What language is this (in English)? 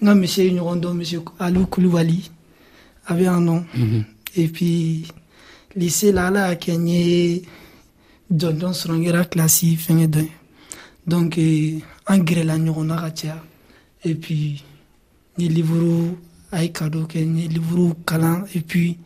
Dyula